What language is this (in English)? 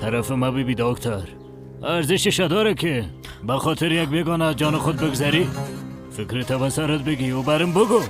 Persian